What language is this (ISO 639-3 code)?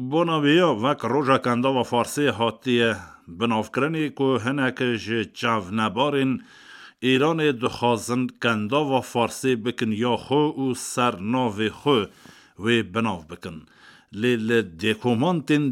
kur